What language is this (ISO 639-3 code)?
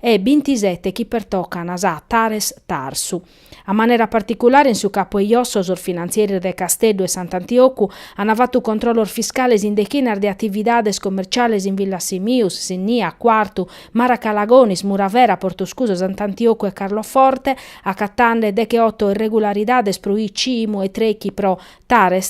srd